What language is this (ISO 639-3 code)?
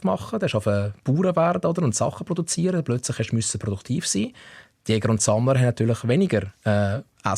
gsw